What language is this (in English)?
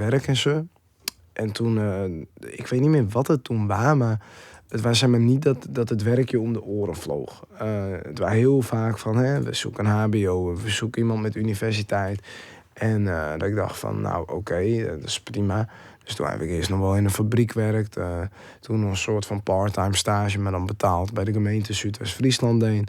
Western Frisian